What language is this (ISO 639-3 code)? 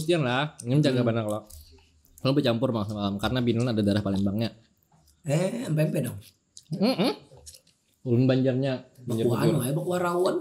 bjn